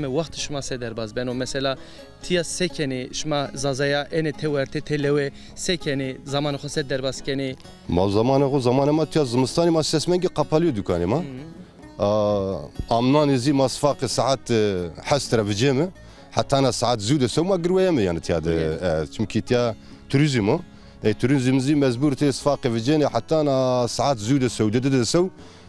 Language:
Zaza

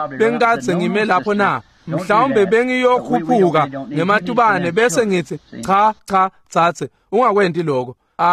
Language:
Swati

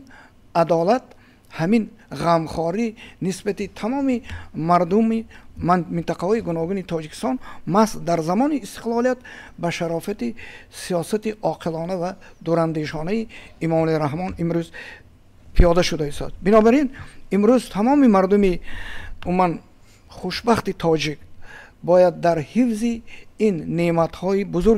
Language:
Tajik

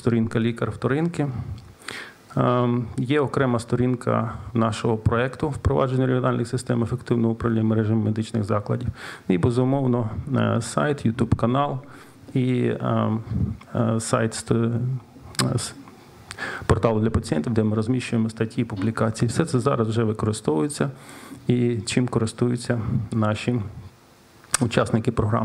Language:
Ukrainian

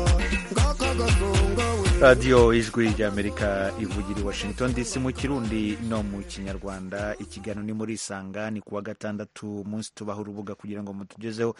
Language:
Kinyarwanda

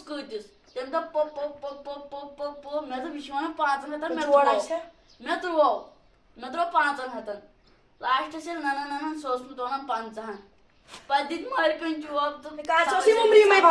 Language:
Kashmiri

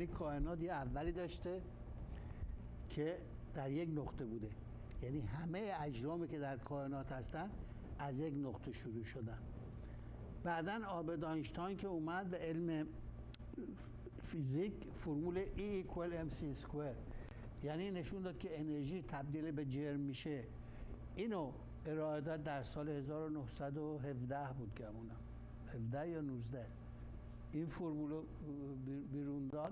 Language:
Persian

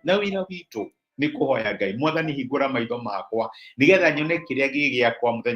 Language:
Kikuyu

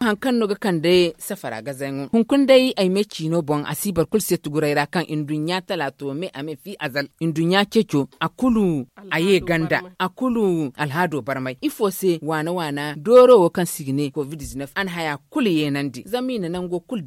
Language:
Zarma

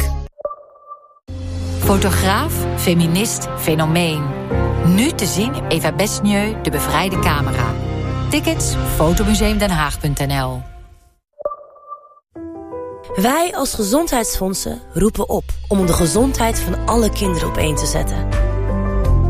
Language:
Dutch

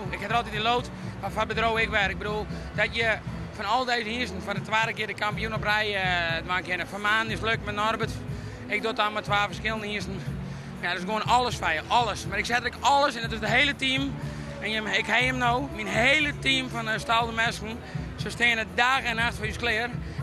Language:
Western Frisian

